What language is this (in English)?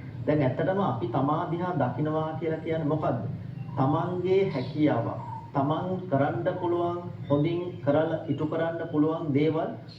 Sinhala